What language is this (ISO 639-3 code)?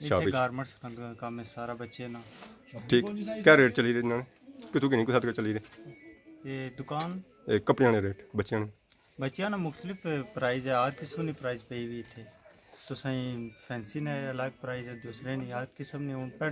phr